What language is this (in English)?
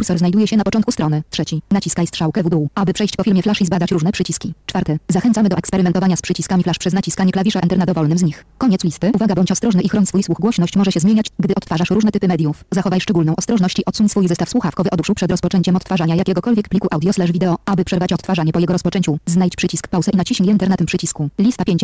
Polish